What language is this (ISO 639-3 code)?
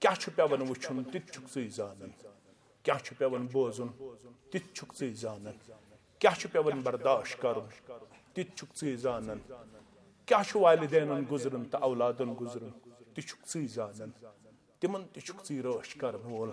kas